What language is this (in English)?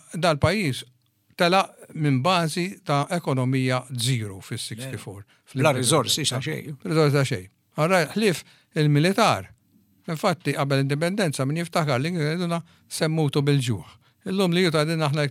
Maltese